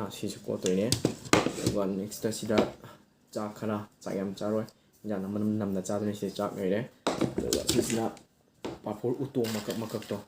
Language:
Manipuri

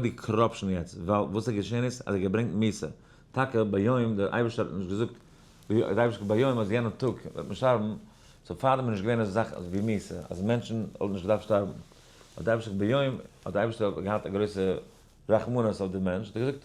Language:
Yiddish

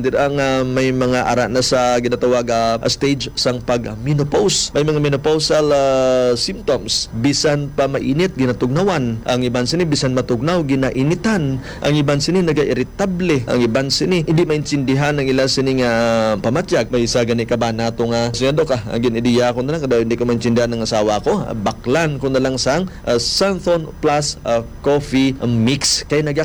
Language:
Hiligaynon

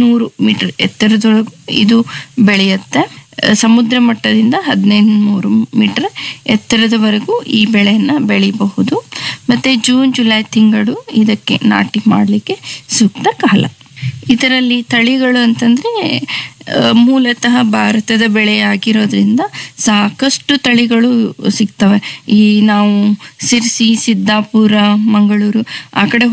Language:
Kannada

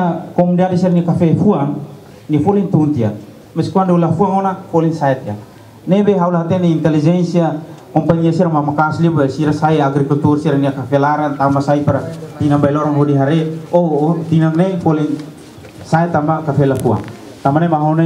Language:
Tetum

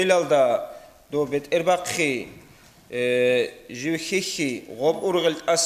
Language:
Avaric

